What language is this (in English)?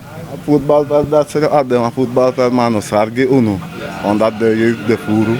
Sranan Tongo